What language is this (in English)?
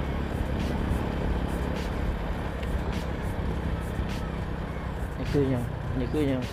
Lao